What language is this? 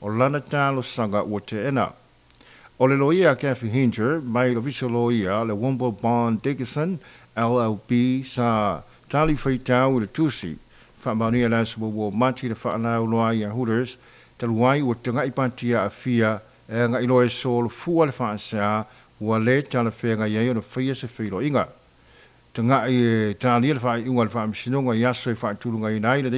Samoan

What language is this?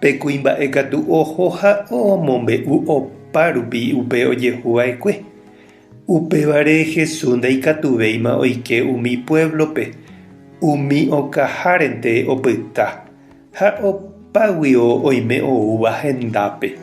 Guarani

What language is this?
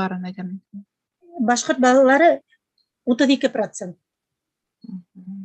Bashkir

